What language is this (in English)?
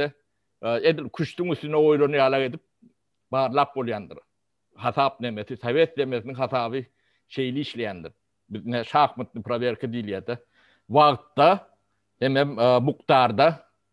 Turkmen